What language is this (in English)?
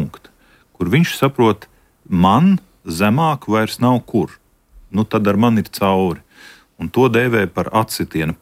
Latvian